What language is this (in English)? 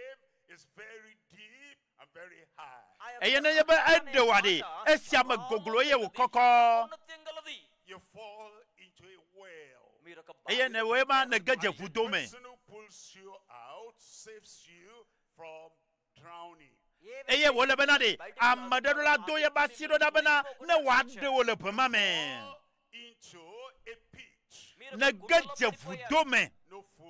Ewe